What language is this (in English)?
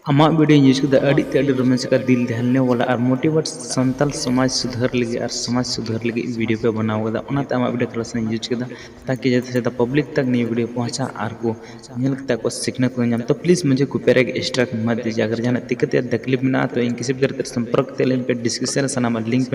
Santali